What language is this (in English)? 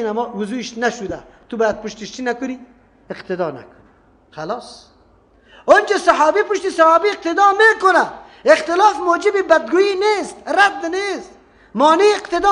Persian